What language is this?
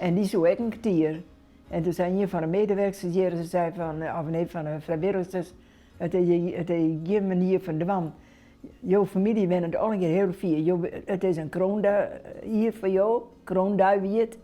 Western Frisian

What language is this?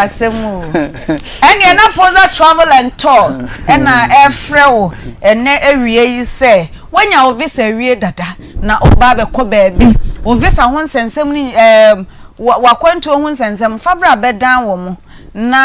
Akan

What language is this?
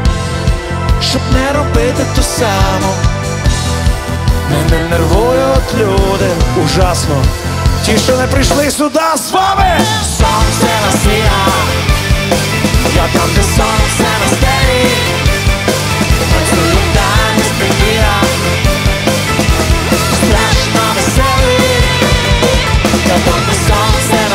Ukrainian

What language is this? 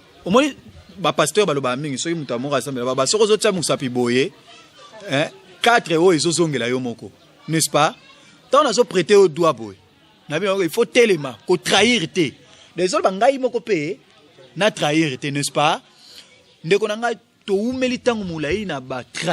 Lingala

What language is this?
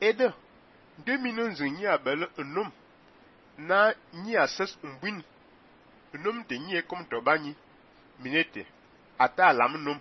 Fang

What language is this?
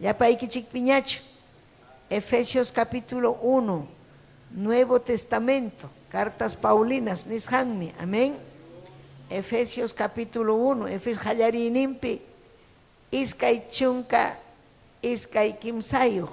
Ayacucho Quechua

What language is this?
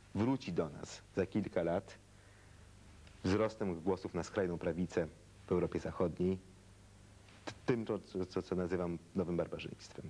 Polish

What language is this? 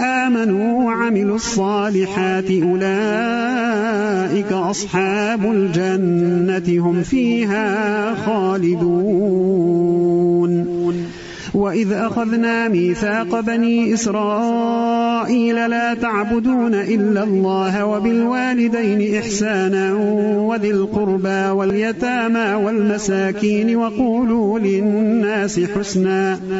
Arabic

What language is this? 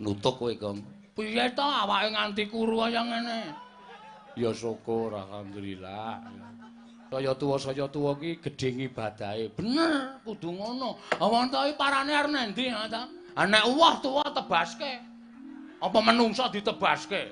Javanese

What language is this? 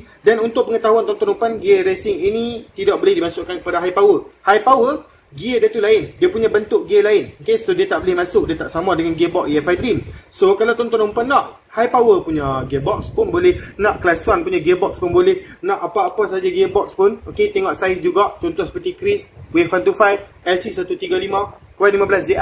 Malay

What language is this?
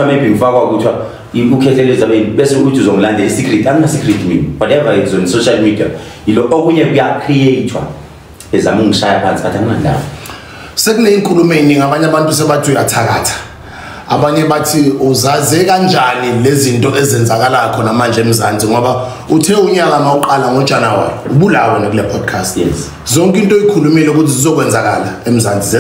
Zulu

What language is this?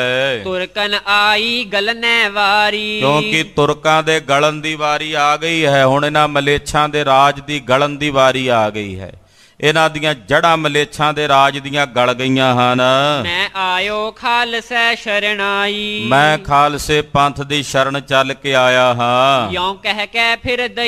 Punjabi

